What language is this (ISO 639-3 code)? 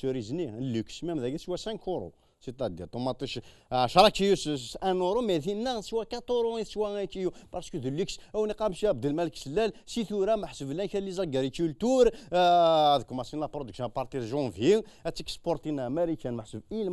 kab